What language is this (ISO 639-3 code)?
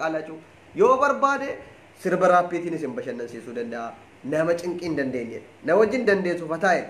orm